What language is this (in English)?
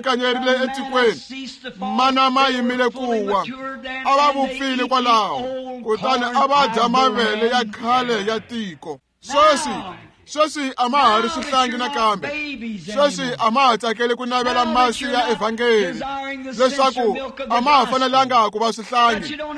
Tsonga